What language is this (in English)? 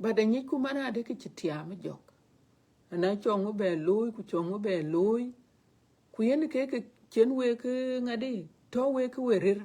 Dinka